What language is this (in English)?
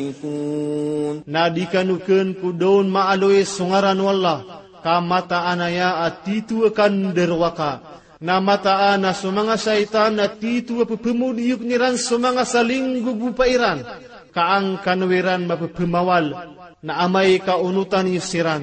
Maranao